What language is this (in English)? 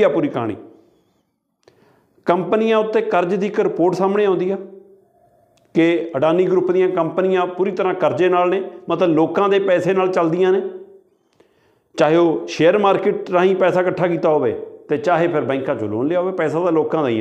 Punjabi